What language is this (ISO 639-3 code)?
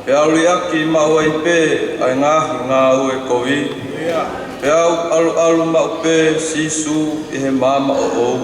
ton